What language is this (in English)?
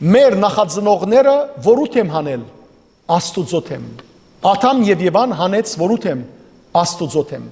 Western Armenian